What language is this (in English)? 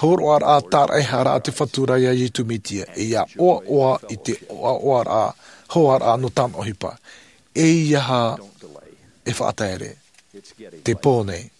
Tahitian